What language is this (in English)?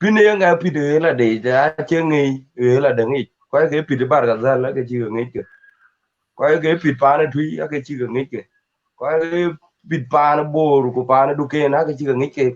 Dinka